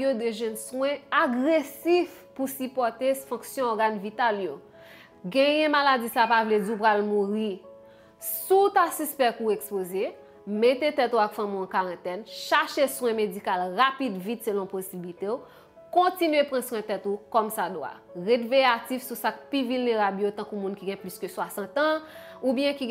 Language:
Haitian Creole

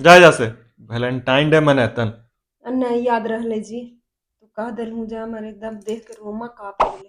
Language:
Magahi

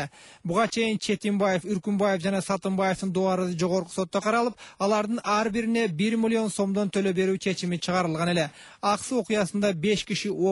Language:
Kyrgyz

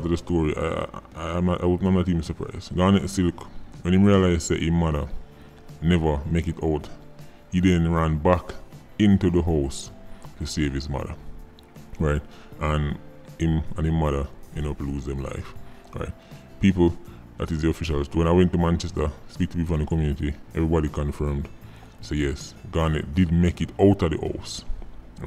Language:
Jamaican Creole English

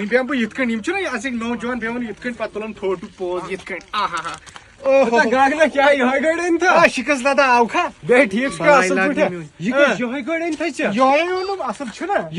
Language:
Kashmiri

